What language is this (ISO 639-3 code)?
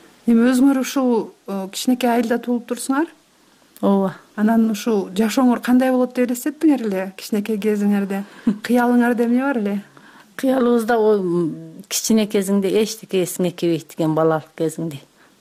kir